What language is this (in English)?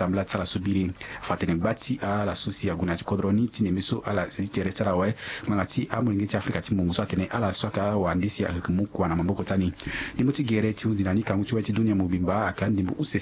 Sango